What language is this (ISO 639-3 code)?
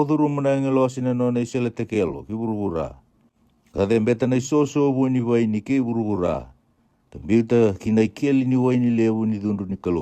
fij